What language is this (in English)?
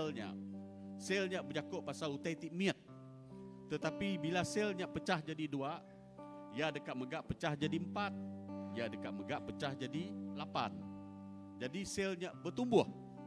Iban